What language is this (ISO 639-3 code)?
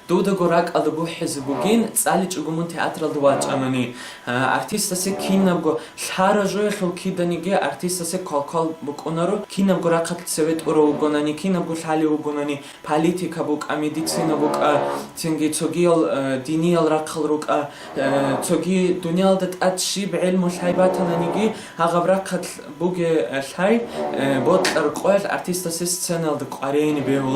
ava